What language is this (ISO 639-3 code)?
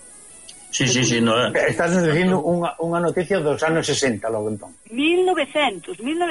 glg